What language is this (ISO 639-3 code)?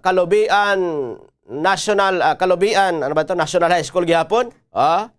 war